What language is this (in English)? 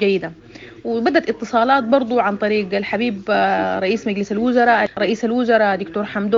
Sudanese Arabic